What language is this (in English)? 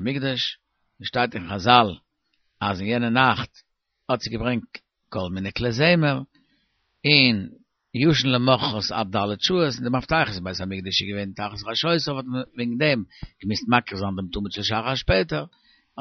Yiddish